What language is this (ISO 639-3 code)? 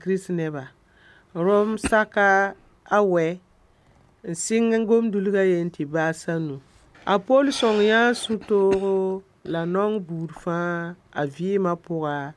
mos